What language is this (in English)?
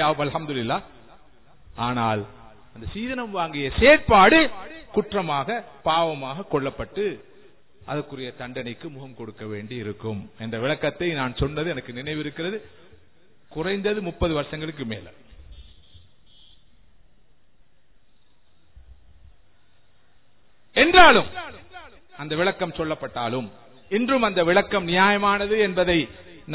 Tamil